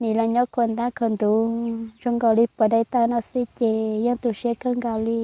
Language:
Hmong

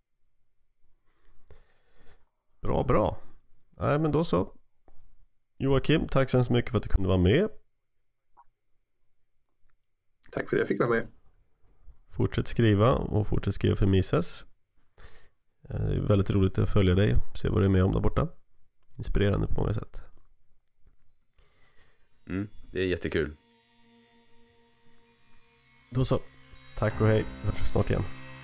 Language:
Swedish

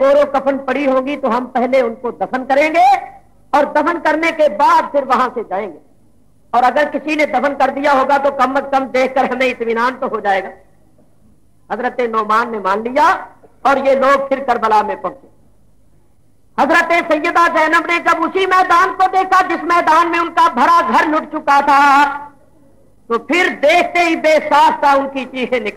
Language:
Urdu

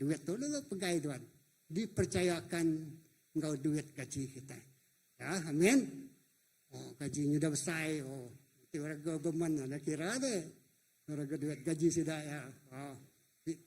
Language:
Iban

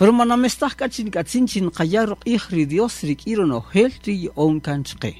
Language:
Kaqchikel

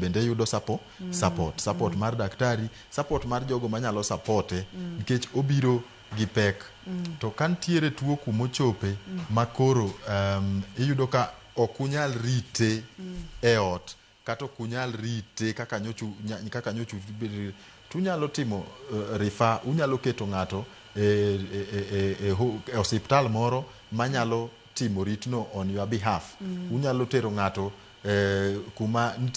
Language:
Luo (Kenya and Tanzania)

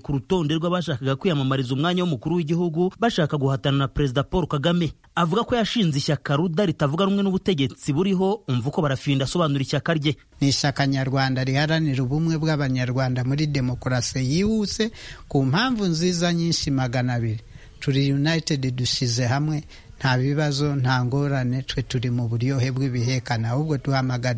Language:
Kinyarwanda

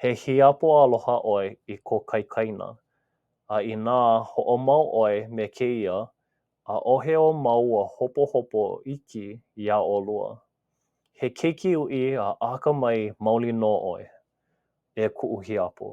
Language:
Hawaiian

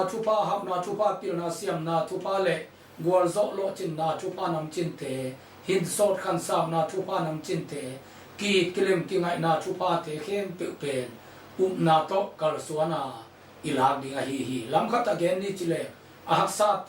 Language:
Tedim Chin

